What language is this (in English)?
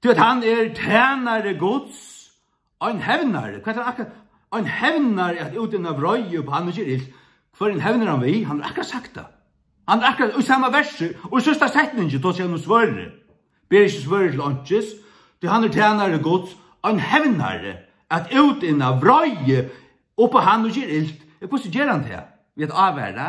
Faroese